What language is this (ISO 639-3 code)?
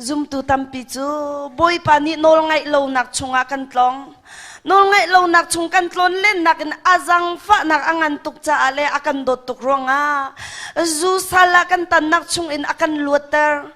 cnh